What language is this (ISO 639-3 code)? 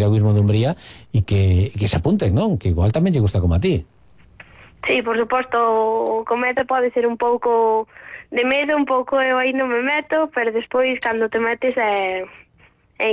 glg